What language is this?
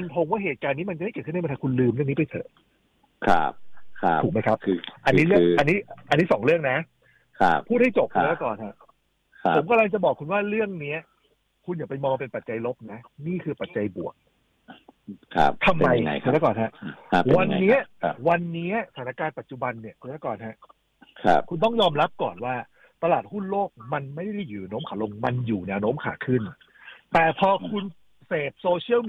Thai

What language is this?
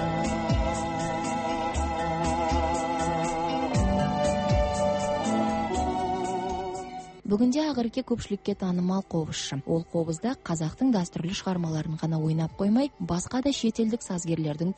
Kazakh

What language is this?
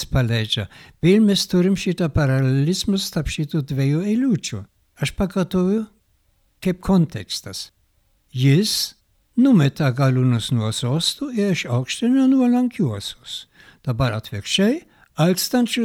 Lithuanian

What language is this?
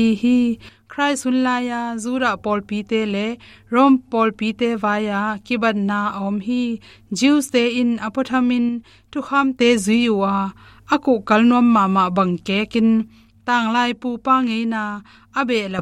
Tedim Chin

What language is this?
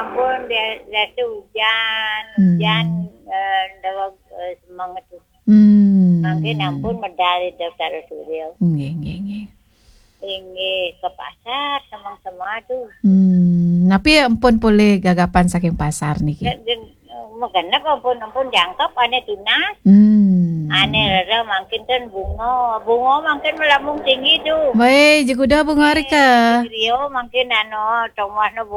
Balinese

